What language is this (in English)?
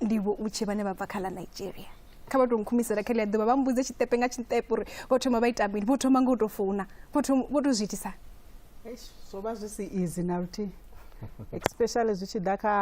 Venda